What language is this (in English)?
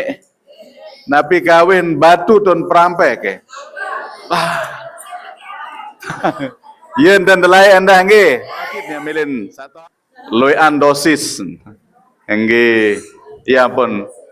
Sasak